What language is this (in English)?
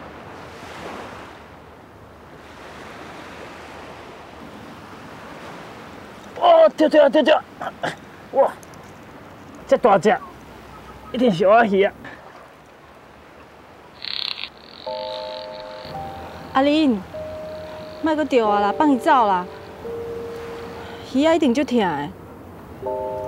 Min Nan Chinese